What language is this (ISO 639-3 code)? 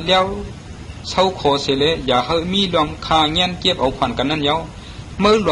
shn